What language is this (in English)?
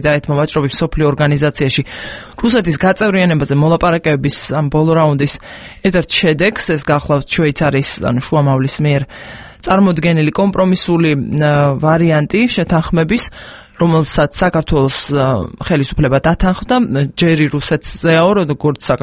Georgian